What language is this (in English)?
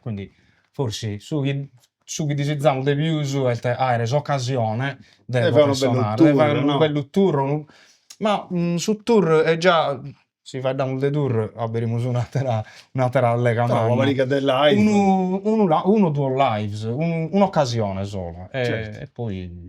Sardinian